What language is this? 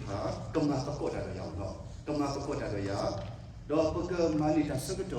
S'gaw Karen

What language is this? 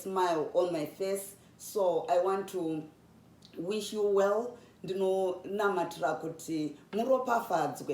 Shona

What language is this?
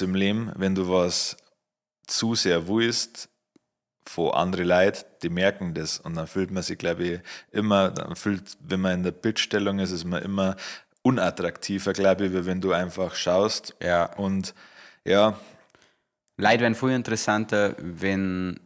Bavarian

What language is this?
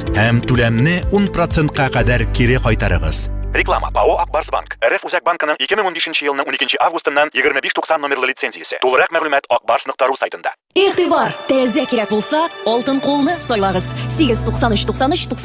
Tatar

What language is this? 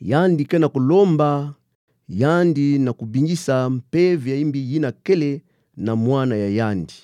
Kituba (Democratic Republic of Congo)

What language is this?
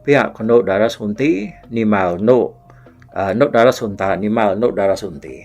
Iban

